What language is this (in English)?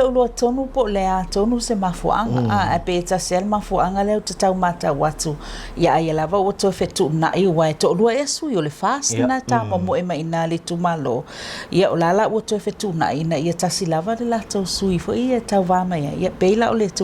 Samoan